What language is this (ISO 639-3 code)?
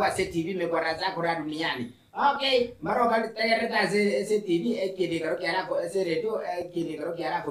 guz